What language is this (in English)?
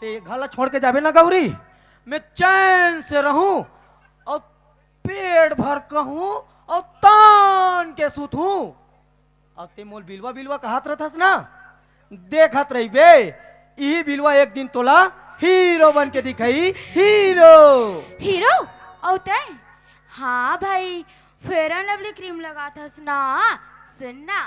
Chhattisgarhi